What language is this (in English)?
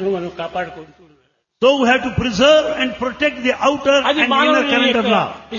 Telugu